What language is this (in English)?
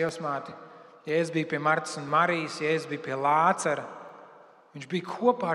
Latvian